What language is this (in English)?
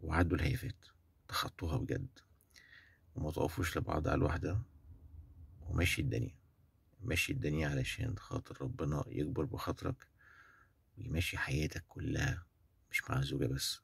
Egyptian Arabic